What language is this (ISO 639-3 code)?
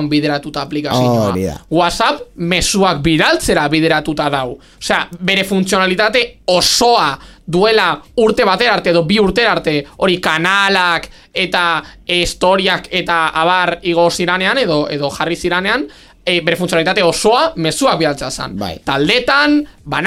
eus